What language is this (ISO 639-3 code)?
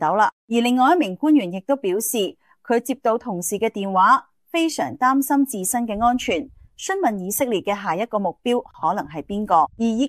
yue